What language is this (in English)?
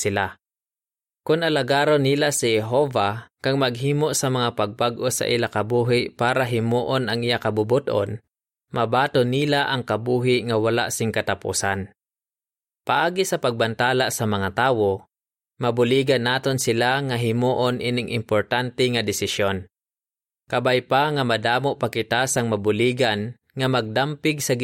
Hiligaynon